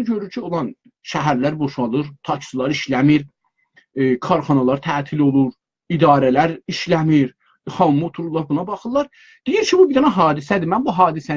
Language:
South Azerbaijani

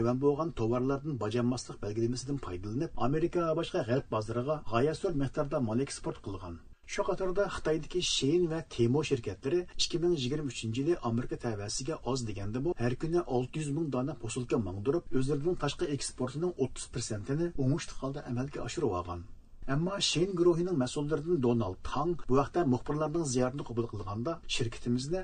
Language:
Uyghur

